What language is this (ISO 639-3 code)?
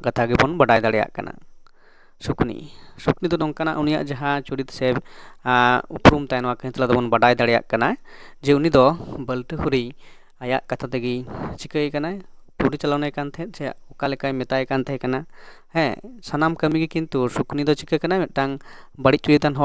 sat